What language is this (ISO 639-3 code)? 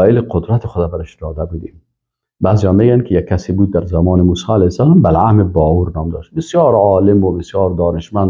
fas